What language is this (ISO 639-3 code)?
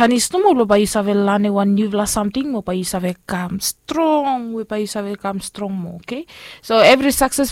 bis